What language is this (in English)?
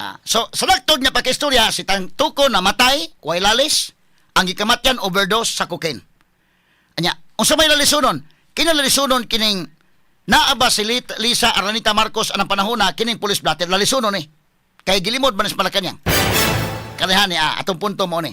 Cebuano